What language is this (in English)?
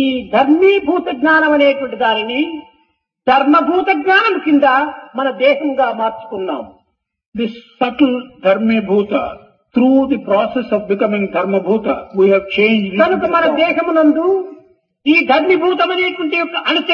Telugu